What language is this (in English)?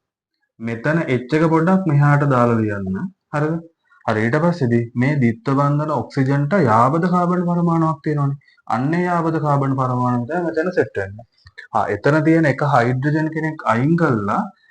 Sinhala